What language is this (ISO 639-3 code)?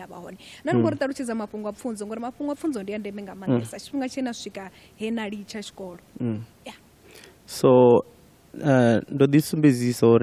ven